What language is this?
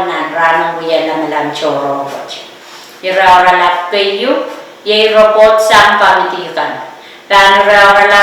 Pohnpeian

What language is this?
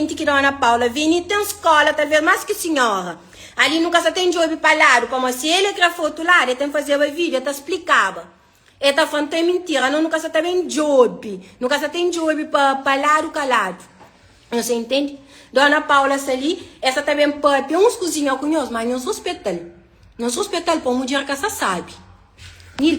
Kabuverdianu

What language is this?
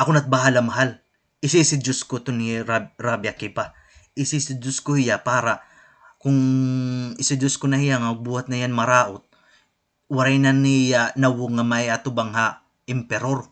Waray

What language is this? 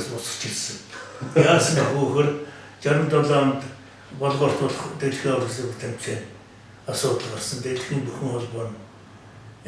Mongolian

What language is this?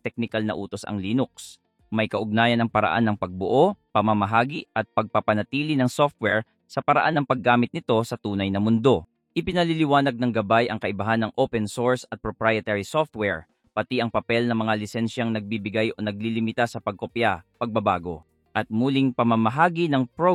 Filipino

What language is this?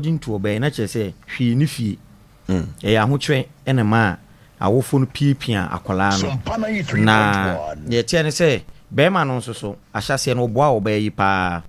Akan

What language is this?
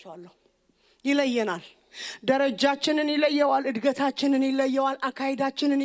Amharic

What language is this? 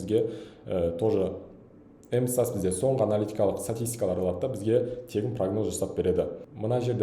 Kazakh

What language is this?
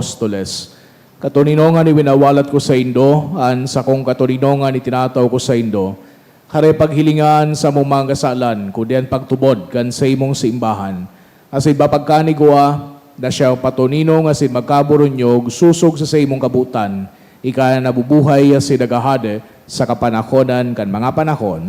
Bikol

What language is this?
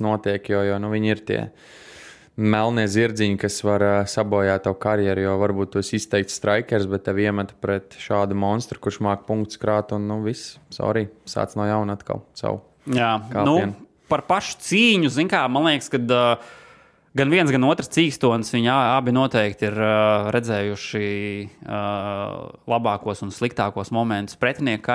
Latvian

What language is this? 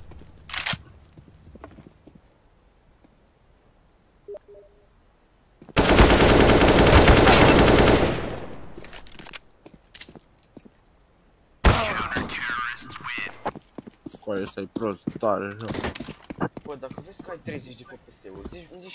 Romanian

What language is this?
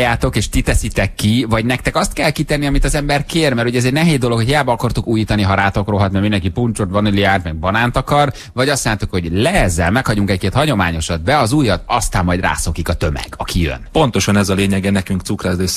Hungarian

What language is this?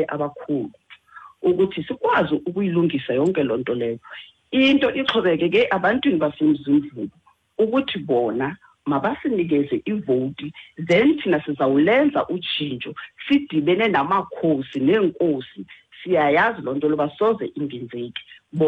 Xhosa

